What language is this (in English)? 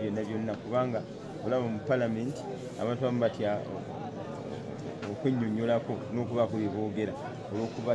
Ganda